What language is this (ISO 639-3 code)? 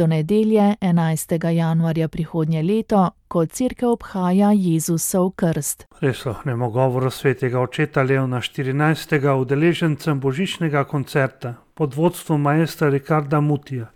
slv